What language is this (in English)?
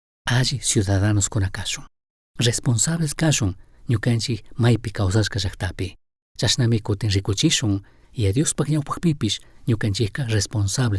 Chimborazo Highland Quichua